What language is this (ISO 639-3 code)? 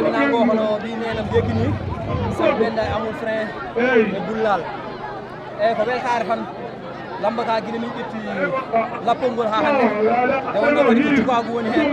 ful